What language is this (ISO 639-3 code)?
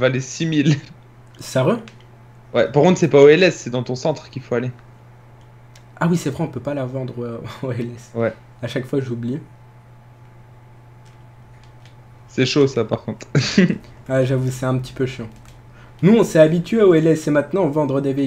fra